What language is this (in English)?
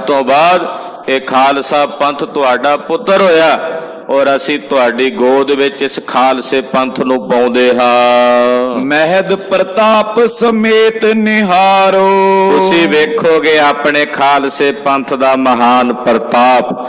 Punjabi